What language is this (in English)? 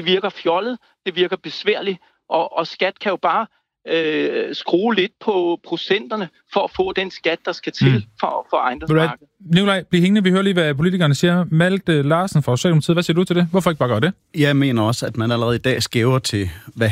Danish